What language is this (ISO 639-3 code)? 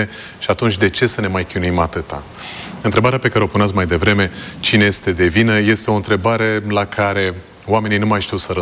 ron